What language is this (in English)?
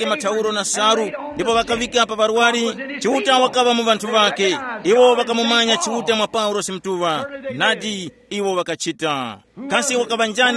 Tumbuka